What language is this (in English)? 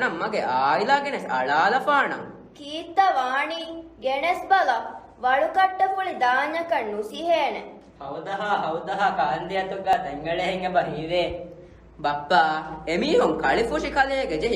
Divehi